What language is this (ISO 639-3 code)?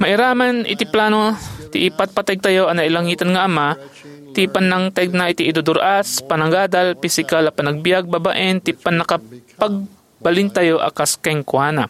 ilo